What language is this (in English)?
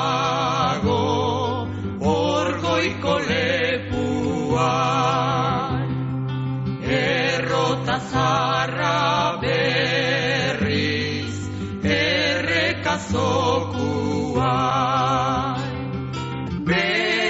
Basque